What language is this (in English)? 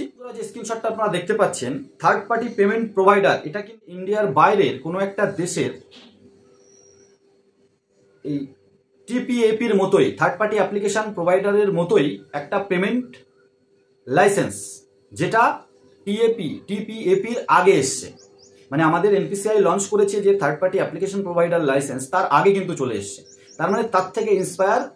Bangla